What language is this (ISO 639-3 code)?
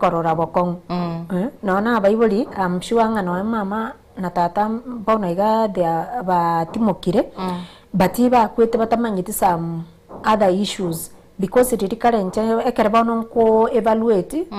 guz